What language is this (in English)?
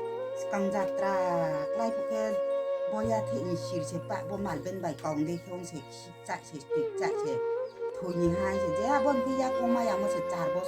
Riang (India)